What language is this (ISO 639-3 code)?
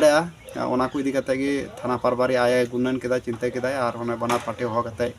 sat